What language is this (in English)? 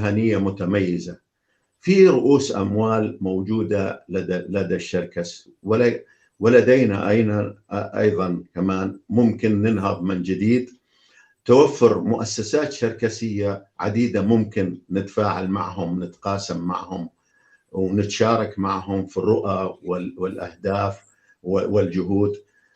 North Levantine Arabic